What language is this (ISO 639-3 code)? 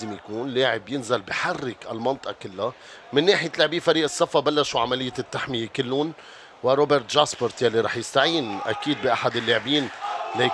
apc